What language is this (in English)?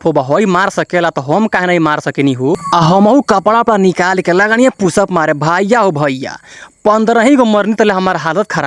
Bhojpuri